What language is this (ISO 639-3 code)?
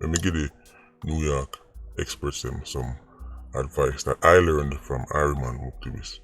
jam